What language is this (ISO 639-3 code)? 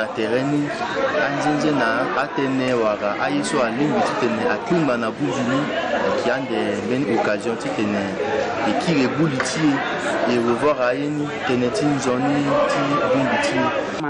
sag